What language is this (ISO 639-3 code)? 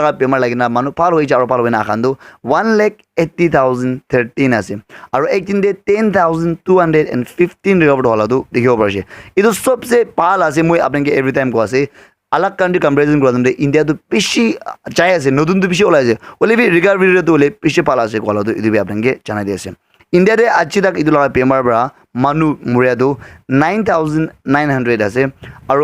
nag